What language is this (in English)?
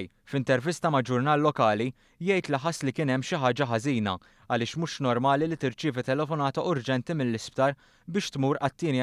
Maltese